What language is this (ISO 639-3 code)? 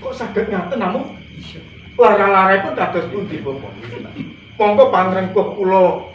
jav